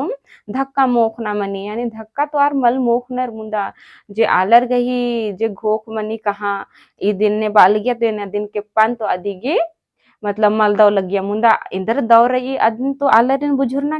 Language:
Kurukh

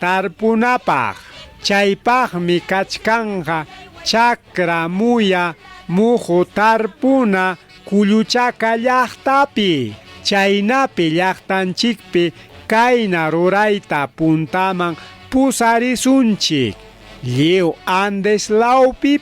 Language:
Ayacucho Quechua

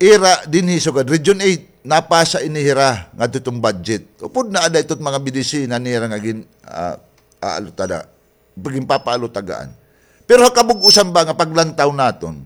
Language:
Waray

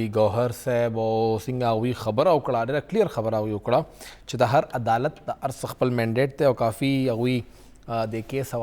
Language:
Pashto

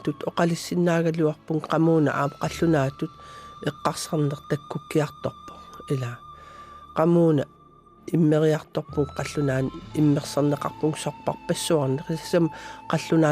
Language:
Kalaallisut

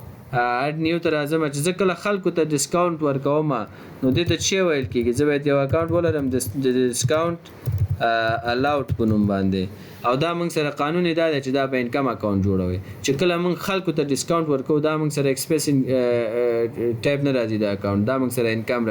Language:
Pashto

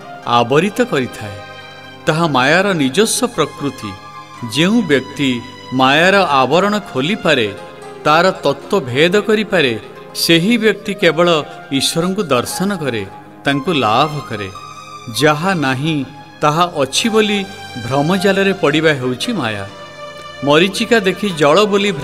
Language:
Odia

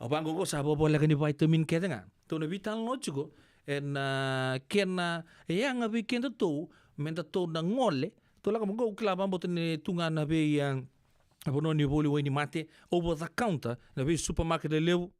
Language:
Fijian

